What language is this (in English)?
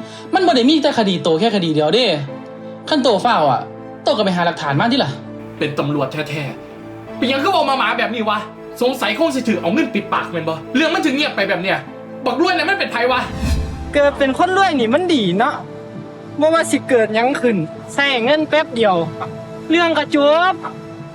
Northeastern Thai